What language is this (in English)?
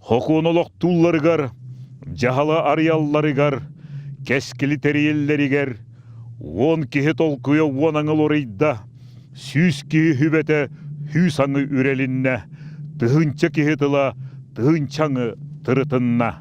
Yakut